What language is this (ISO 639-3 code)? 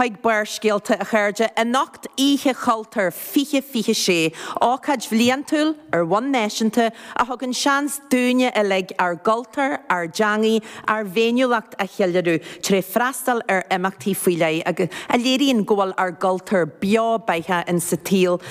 gle